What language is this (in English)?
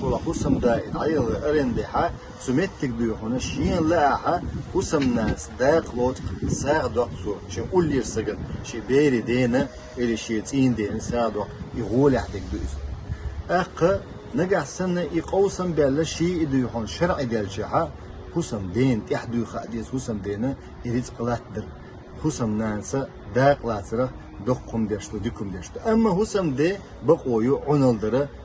Chechen